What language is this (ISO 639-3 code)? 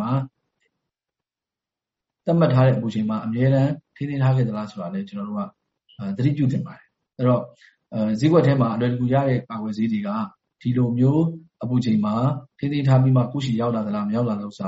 mya